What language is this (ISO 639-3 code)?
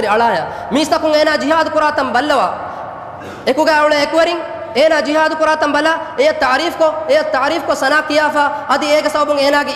div